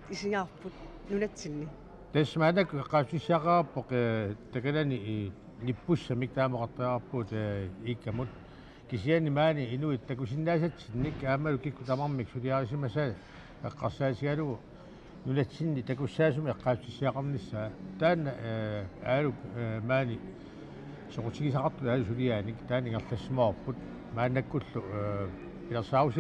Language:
Kalaallisut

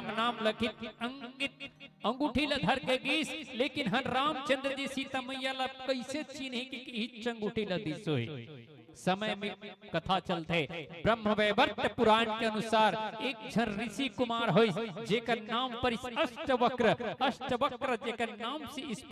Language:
Chhattisgarhi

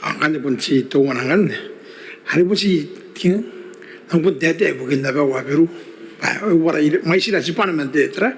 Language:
Gilbertese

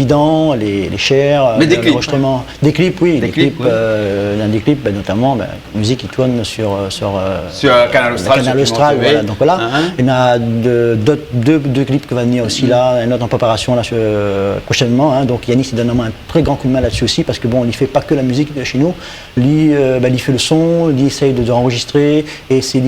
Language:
Réunion Creole French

